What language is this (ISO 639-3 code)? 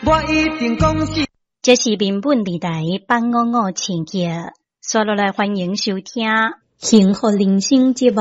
nan